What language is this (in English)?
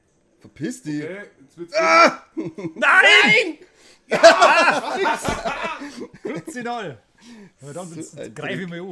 Bavarian